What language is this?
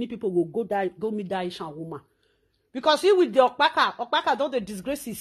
Nigerian Pidgin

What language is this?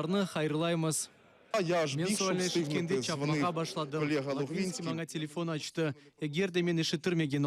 Crimean Tatar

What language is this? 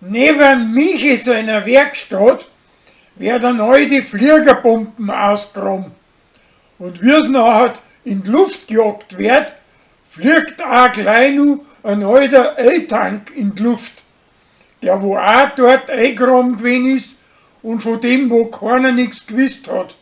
Bavarian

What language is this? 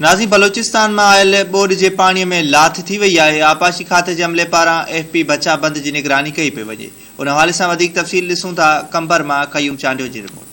Sindhi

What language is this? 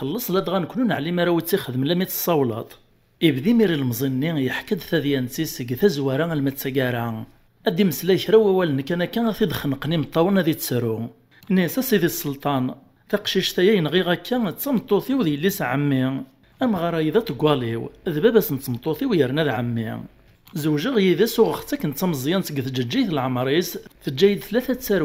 Kabyle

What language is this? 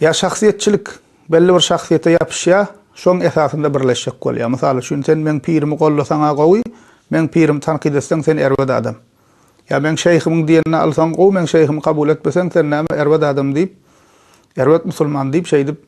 Turkmen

